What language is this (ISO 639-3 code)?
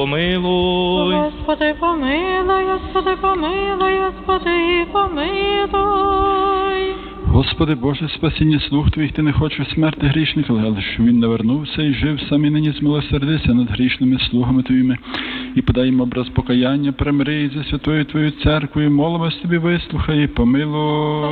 ukr